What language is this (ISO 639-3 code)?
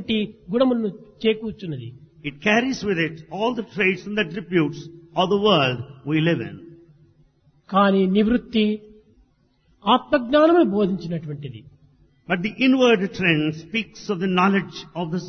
tel